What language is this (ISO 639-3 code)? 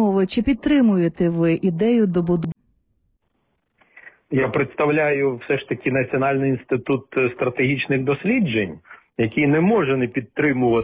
ukr